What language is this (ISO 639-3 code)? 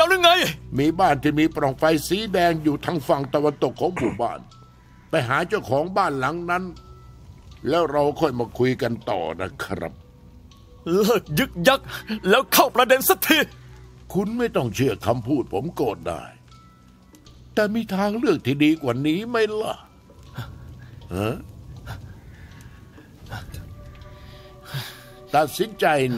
tha